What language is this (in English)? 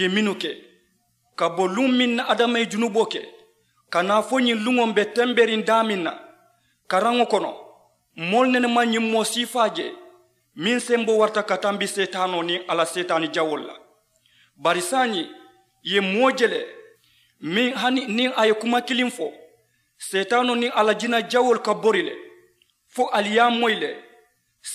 Mandingo